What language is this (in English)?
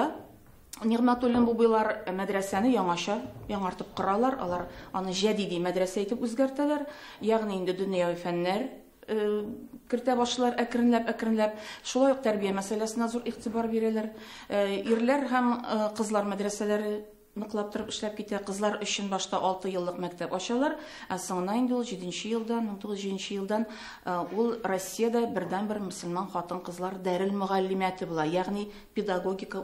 Tatar